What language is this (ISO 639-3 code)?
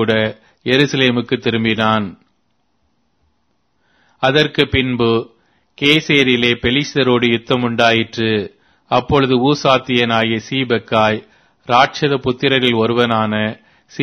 tam